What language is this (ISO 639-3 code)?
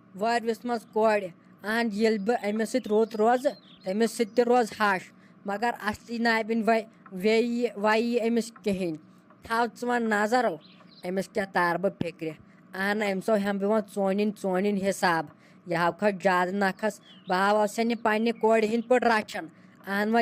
kas